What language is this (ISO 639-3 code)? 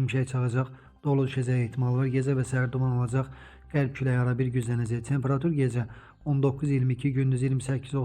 aze